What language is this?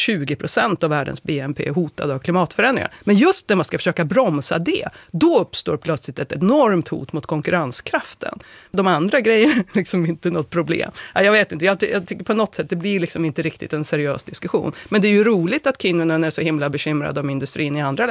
Swedish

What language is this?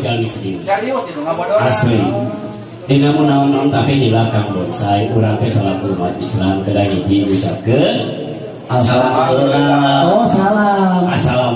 Sundanese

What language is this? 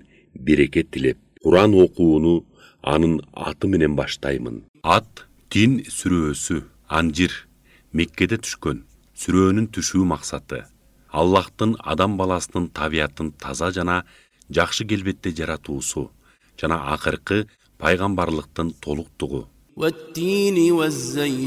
Kyrgyz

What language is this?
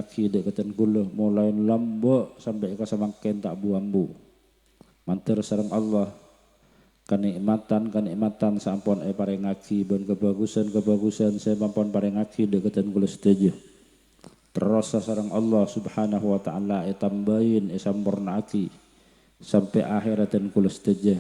Madurese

